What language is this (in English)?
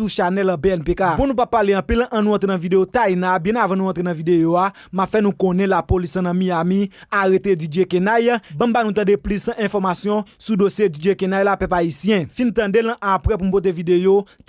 Haitian Creole